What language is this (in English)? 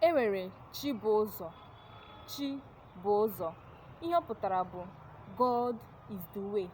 Igbo